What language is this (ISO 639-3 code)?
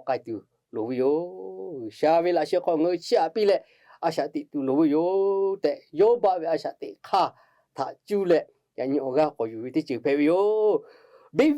lhu